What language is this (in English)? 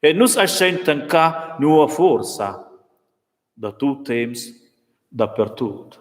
Romansh